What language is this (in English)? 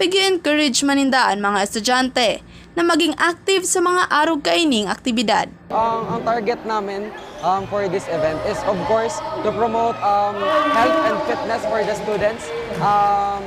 Bikol